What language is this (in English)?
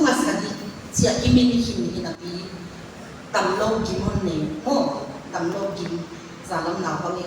Paite Chin